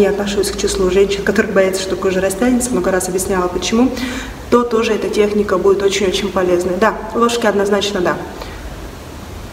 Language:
Russian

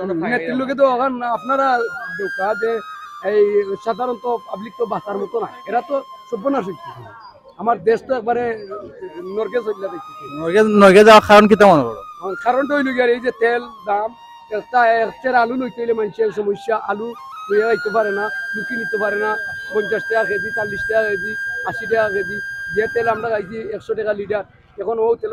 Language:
Sylheti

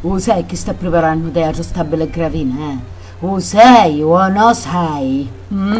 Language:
Sicilian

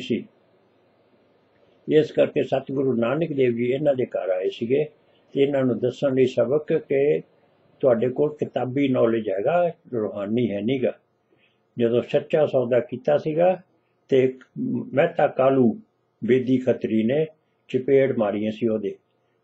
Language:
Punjabi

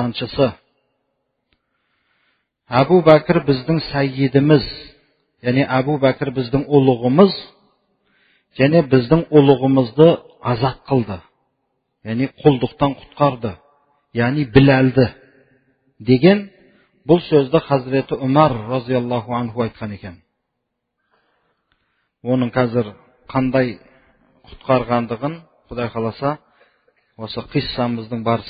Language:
Kazakh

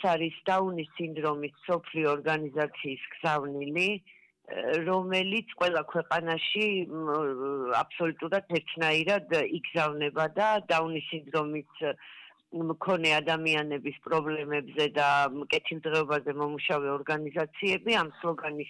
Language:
Georgian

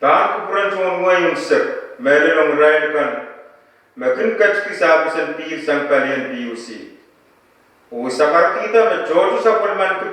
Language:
Pohnpeian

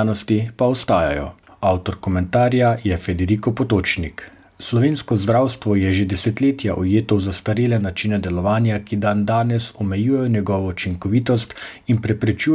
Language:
Slovenian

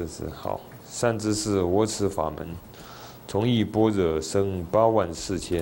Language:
Chinese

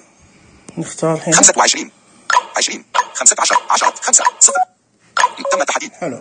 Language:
Najdi Arabic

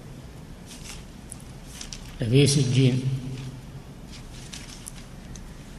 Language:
Arabic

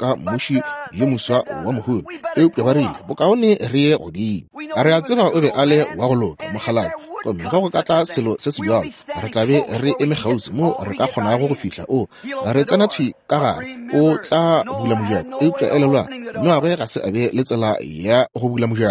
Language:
Northern Sotho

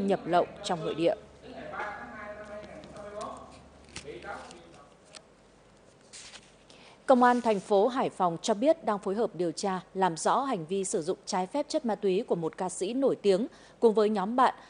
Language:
Vietnamese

